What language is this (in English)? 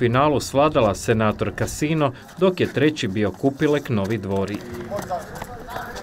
Croatian